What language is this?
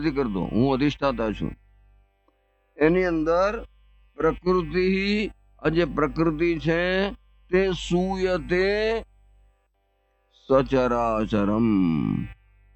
Gujarati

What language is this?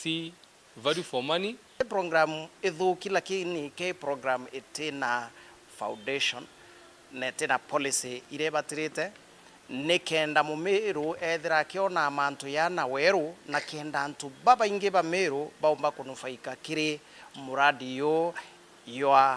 Meru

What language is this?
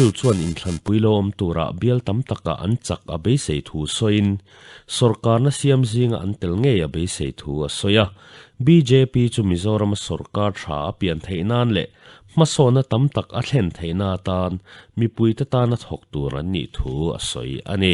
Mizo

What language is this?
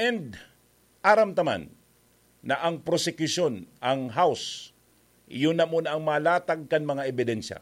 Bikol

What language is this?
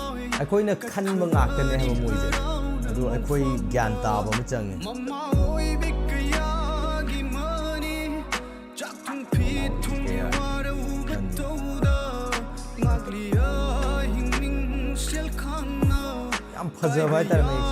Manipuri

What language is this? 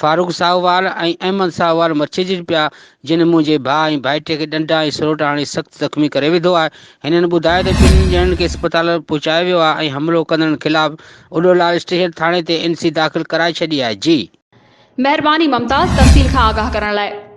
Sindhi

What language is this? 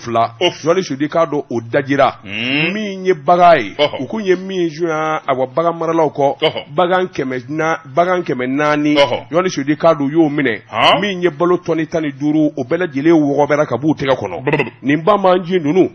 Bambara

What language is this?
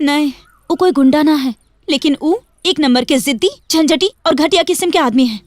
Magahi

